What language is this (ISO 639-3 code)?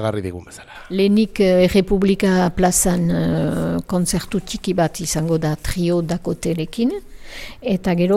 eus